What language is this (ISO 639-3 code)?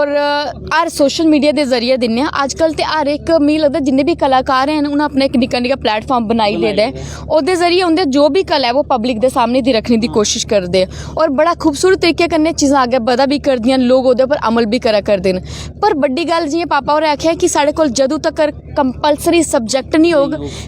doi